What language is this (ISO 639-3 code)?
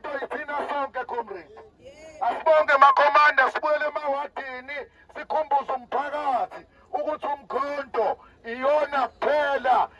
zul